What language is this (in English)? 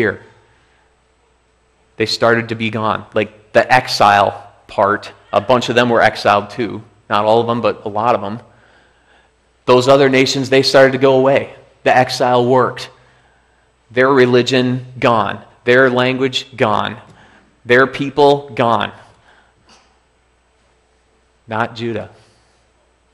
English